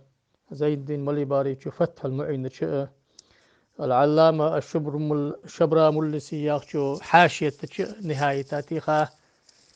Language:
Ingush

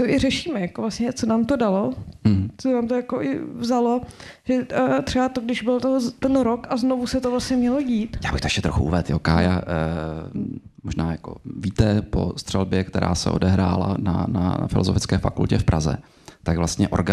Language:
Czech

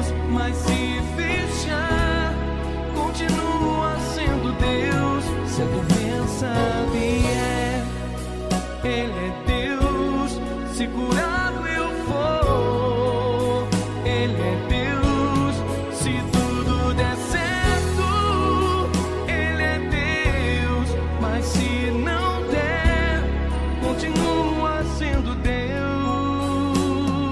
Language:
Portuguese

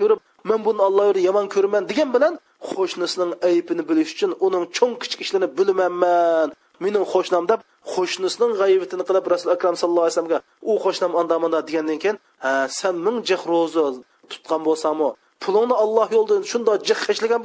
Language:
Uyghur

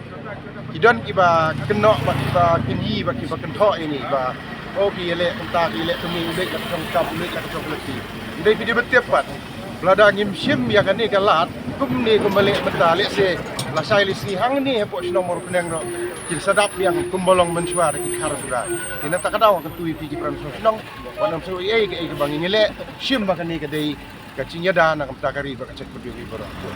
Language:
Khasi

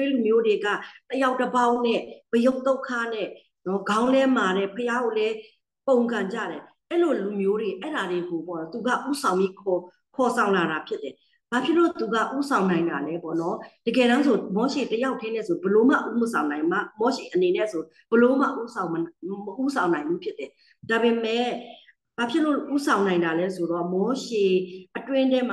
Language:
Burmese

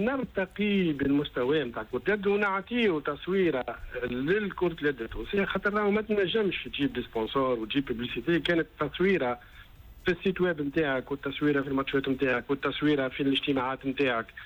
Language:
Tunisian Arabic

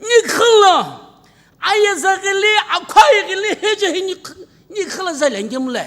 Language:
Sumi Naga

